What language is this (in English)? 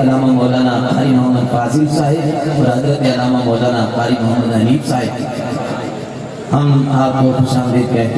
Urdu